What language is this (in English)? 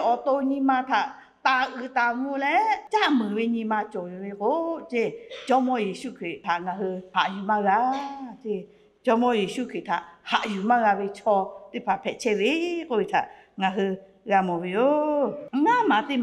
Lahu